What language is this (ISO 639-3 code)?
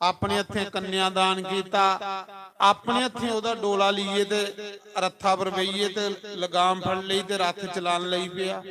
doi